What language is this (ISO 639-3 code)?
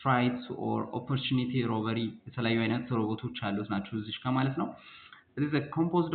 amh